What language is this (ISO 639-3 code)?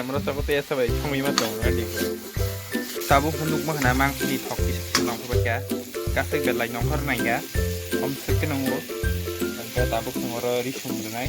trp